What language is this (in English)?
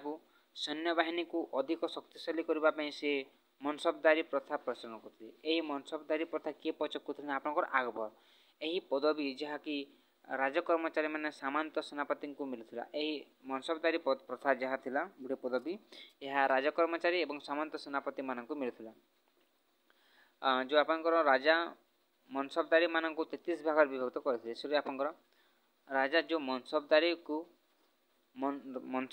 Odia